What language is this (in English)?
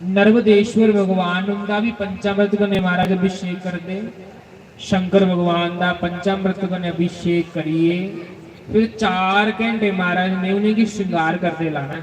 Dogri